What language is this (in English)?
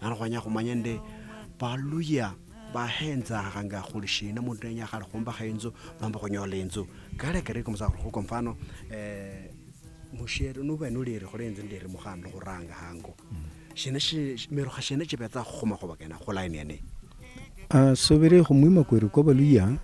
Luyia